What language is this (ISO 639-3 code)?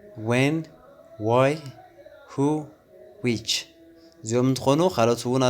tir